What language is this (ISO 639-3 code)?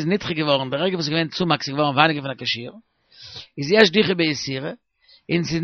yid